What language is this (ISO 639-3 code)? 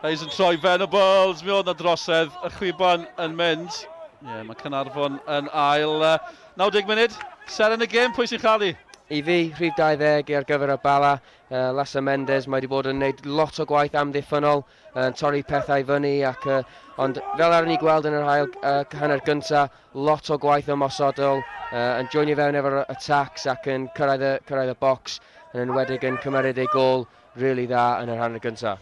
cym